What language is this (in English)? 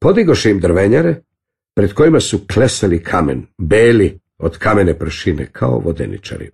Serbian